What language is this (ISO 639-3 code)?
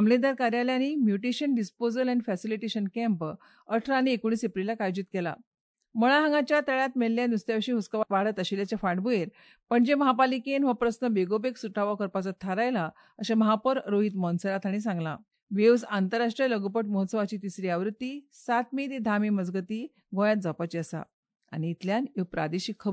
kok